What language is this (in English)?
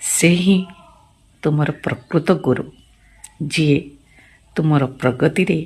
Odia